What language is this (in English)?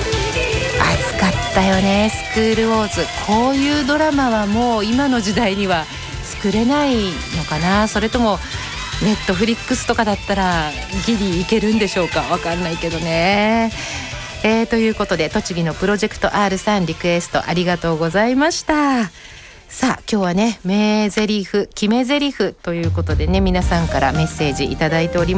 Japanese